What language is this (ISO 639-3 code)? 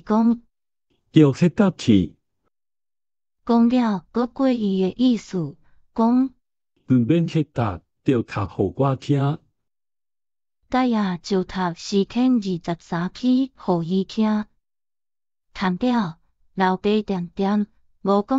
nan